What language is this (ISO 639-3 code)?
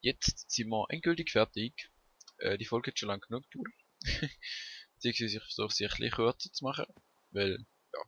gsw